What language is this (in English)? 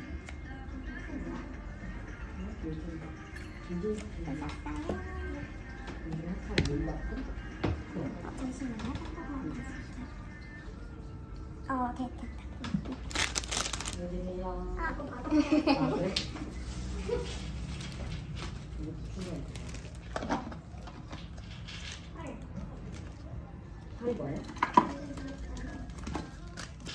Korean